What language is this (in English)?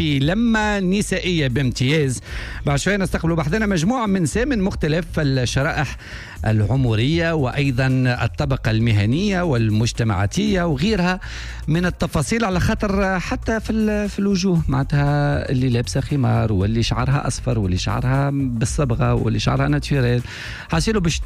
Tunisian Arabic